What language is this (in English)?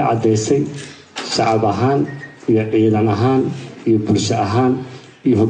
Somali